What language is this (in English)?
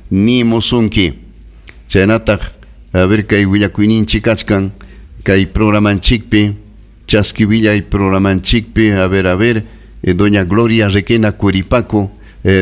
Ayacucho Quechua